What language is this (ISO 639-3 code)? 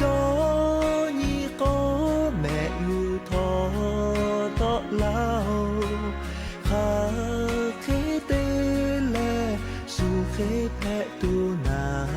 lhu